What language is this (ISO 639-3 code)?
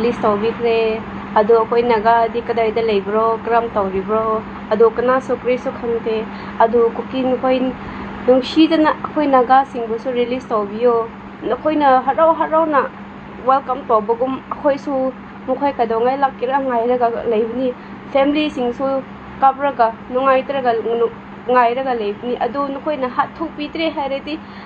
mni